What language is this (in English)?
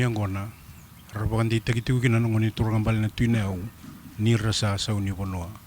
Fijian